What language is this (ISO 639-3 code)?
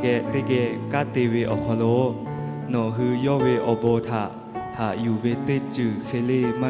lhu